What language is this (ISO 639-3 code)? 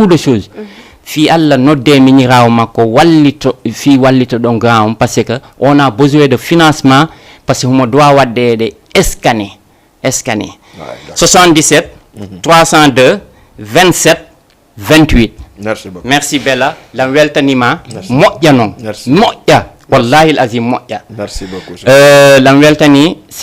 ful